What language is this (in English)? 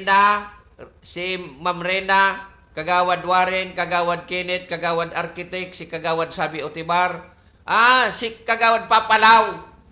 Bikol